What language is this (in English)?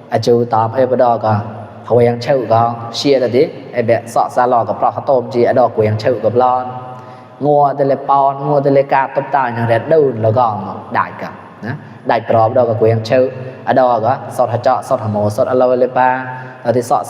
Mon